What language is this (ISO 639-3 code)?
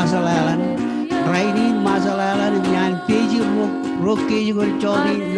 mah